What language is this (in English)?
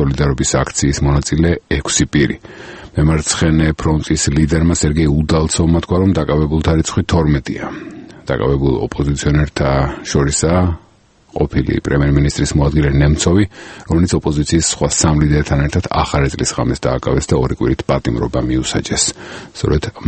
Georgian